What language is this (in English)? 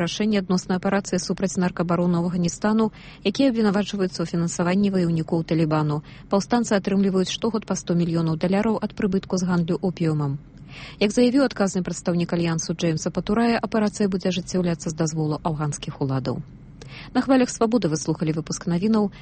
Belarusian